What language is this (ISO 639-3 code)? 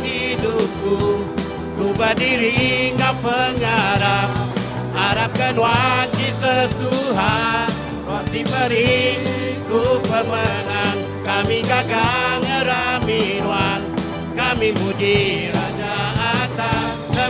iba